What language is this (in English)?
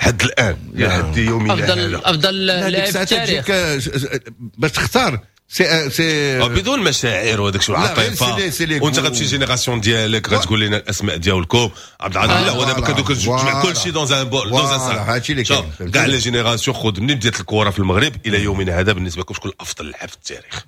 Moroccan Arabic